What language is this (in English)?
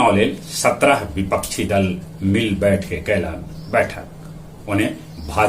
Magahi